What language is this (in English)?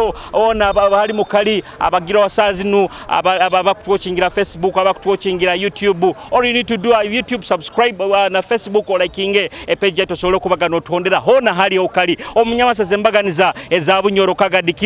Nyoro